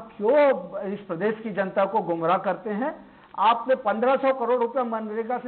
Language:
Hindi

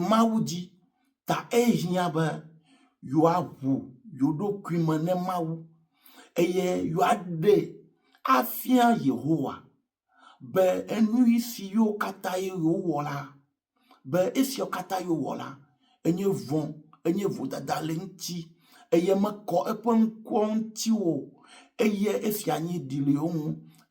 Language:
Ewe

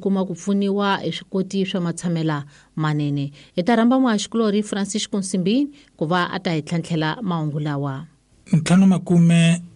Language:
Tsonga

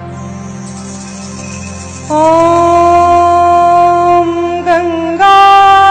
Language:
Bhojpuri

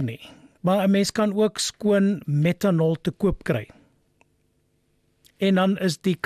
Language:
Afrikaans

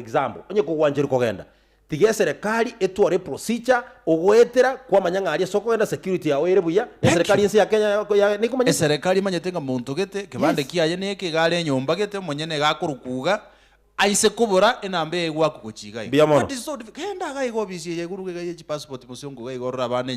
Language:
Gusii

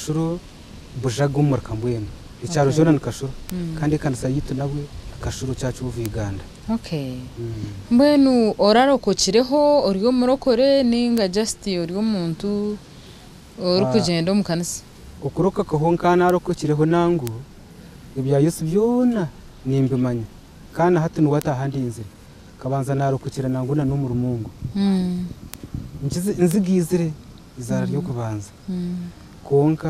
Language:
Nyankole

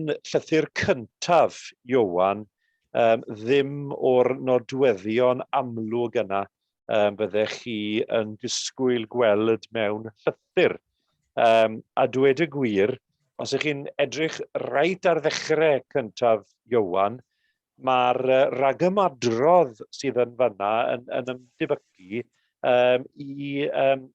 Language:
Welsh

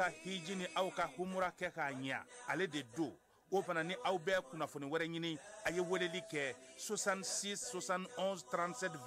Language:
Bambara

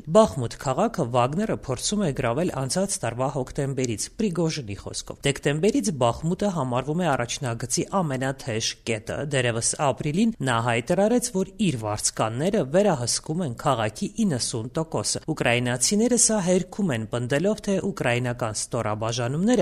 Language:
Armenian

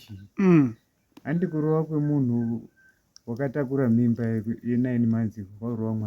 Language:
Shona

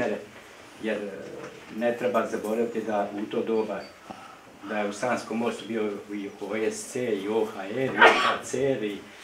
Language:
Bosnian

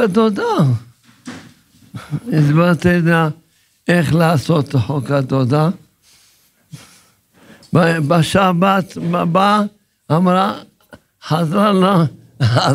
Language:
Hebrew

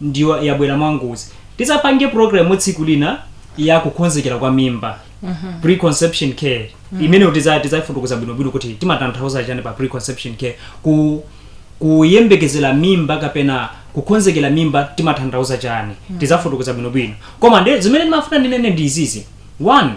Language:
Nyanja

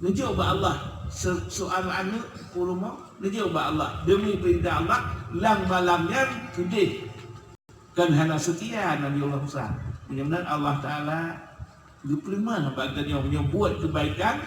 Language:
Achinese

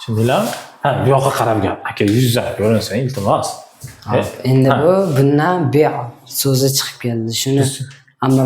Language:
Uzbek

